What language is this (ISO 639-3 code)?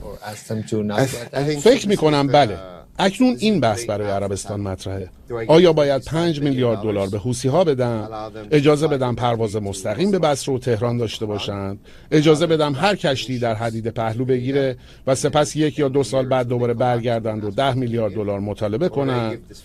fas